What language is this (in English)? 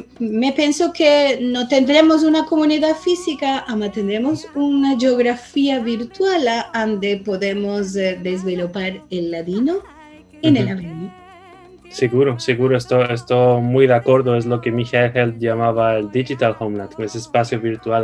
Ladino